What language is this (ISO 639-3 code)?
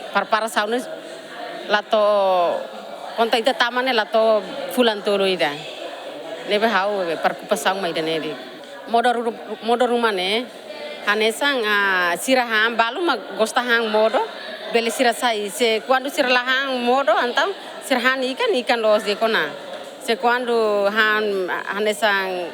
tet